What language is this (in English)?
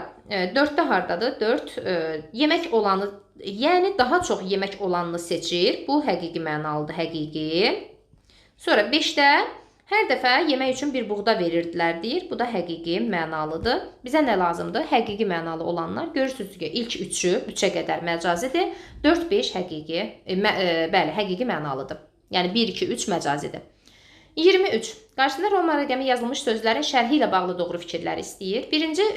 Azerbaijani